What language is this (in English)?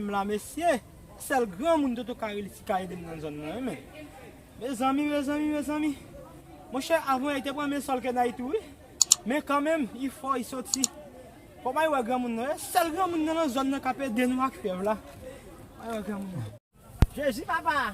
Haitian Creole